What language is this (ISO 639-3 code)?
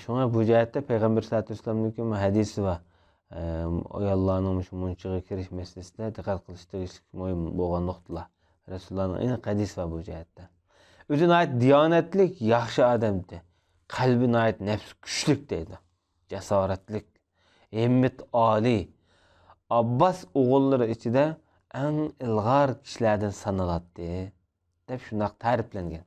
uig